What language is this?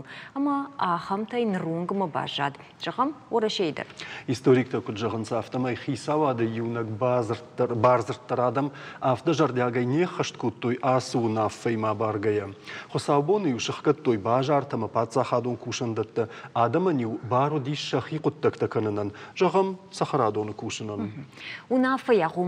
Ossetic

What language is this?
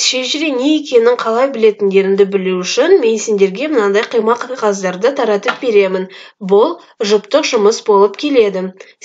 Kazakh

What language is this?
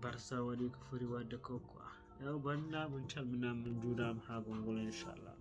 Fula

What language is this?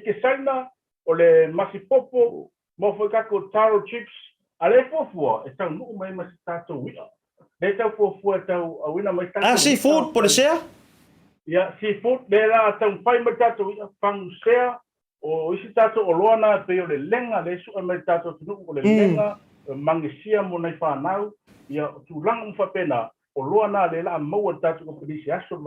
Samoan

